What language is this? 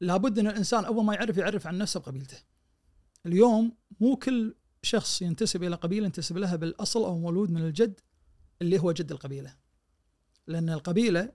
Najdi Arabic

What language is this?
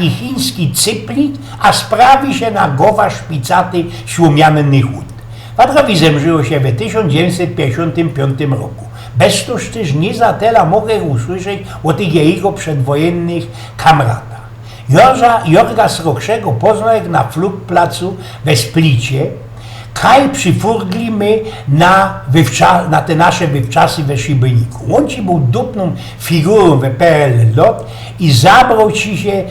Silesian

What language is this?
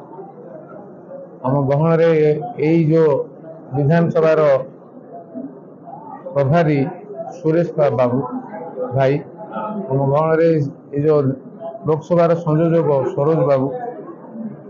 Odia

